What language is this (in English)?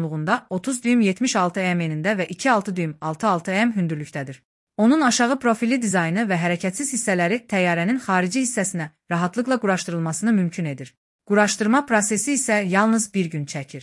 Azerbaijani